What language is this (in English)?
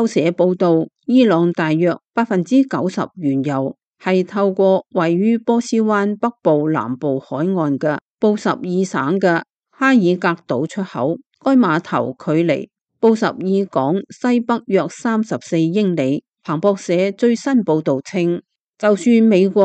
Cantonese